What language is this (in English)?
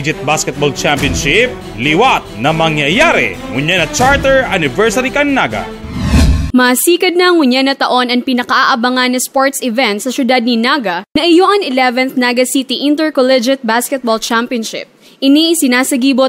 Bikol